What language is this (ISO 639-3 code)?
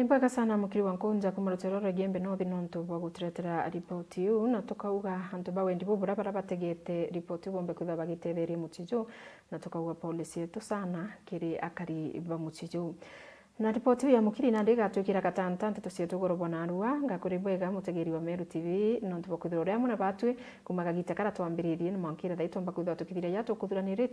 mer